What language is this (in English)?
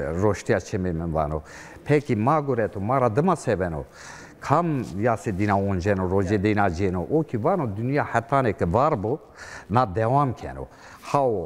Zaza